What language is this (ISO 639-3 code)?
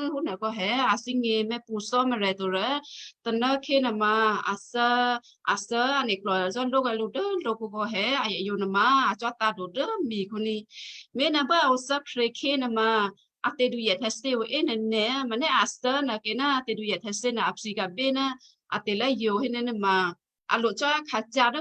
kyu